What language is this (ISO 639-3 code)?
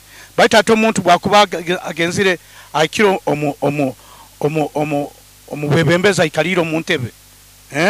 nyo